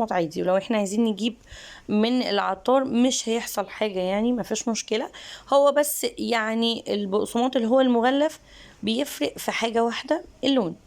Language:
Egyptian Arabic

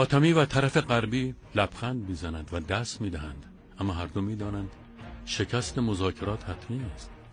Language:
Persian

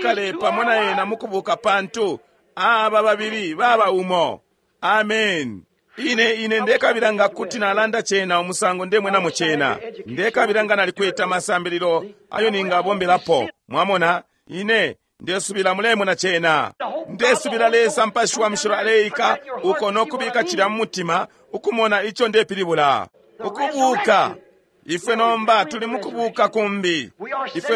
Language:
Bemba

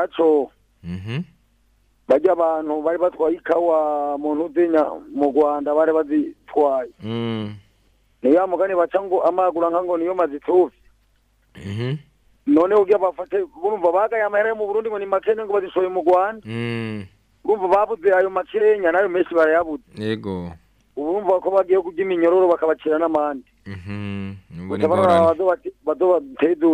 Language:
Rundi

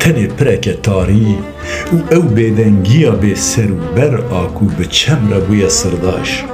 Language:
Kurdish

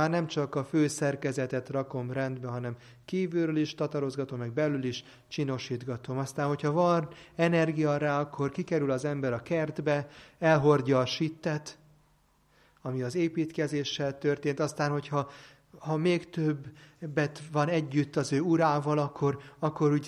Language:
Hungarian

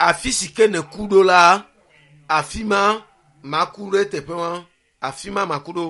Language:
Ewe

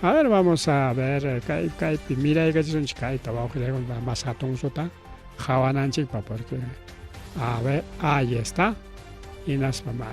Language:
Ayacucho Quechua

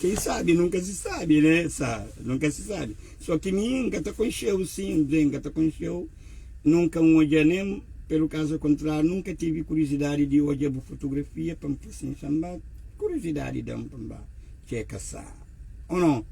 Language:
Kabuverdianu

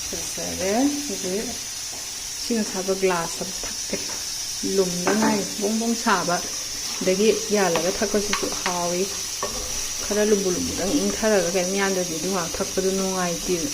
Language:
Manipuri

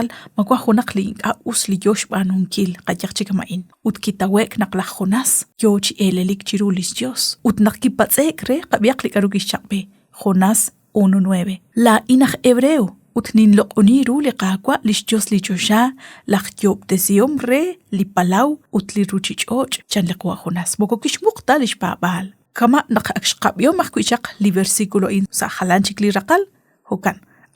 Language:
Kekchí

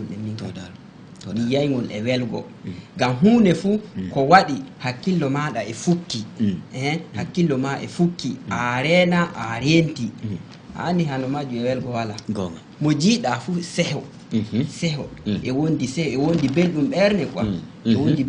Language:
Fula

